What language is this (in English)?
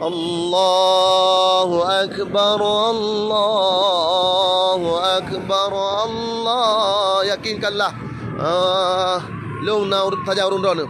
Achinese